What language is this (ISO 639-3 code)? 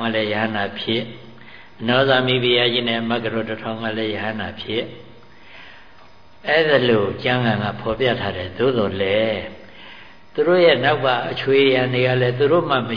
mya